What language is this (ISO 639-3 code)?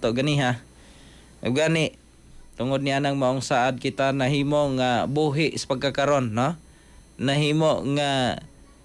ceb